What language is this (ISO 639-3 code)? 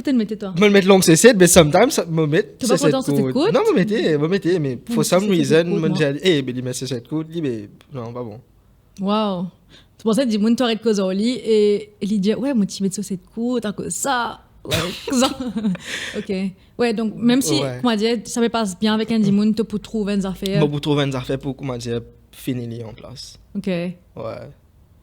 mfe